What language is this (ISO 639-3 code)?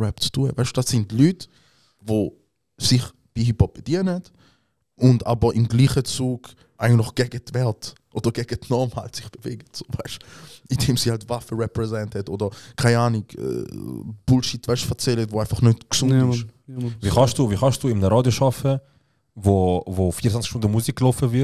gsw